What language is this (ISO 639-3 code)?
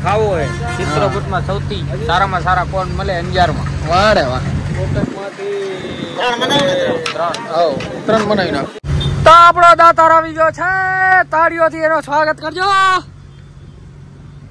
guj